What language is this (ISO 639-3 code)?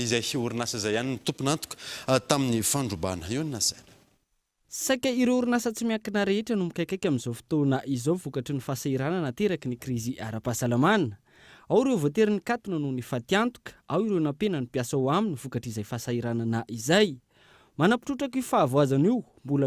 mlg